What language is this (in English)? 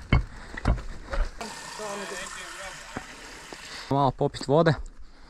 Croatian